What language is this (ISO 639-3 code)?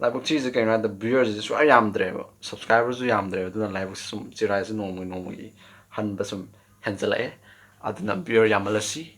mni